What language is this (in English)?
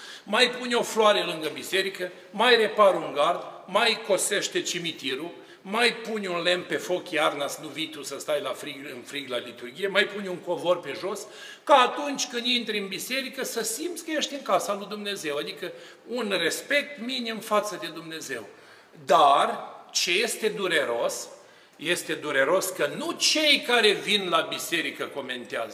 Romanian